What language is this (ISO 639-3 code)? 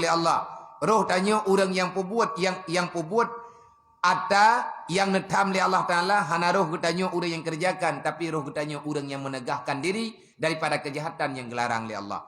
ace